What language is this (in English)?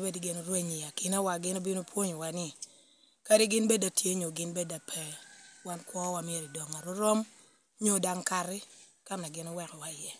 Lango (Uganda)